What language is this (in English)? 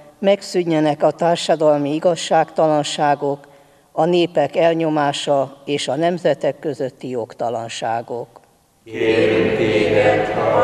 Hungarian